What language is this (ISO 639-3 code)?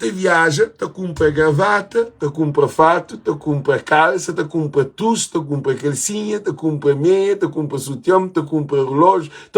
kea